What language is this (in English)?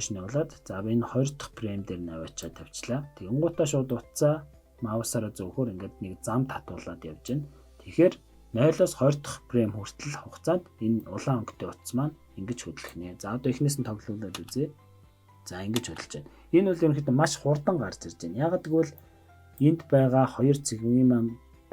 Mongolian